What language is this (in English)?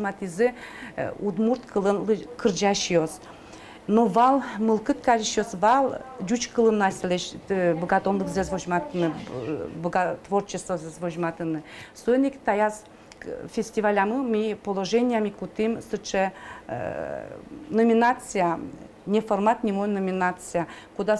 Udmurt